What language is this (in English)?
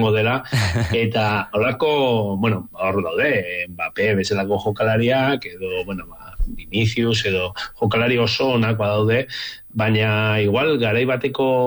Basque